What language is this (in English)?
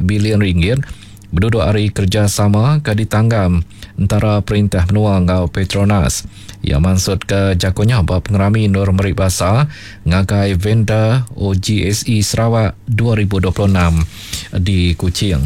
Iban